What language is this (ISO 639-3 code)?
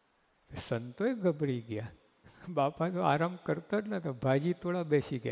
guj